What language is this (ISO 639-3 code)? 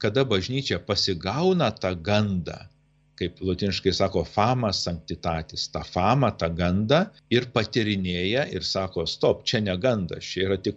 lit